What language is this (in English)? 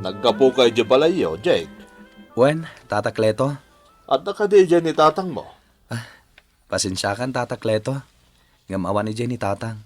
Iloko